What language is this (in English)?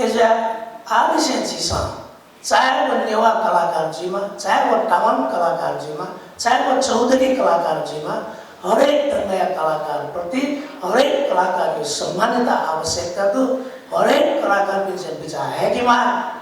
Newari